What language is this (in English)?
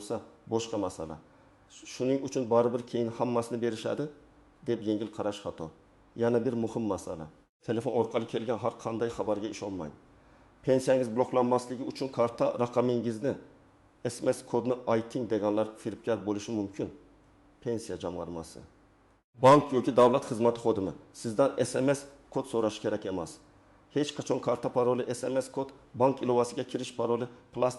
Uzbek